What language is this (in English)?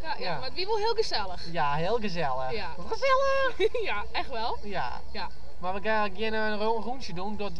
Western Frisian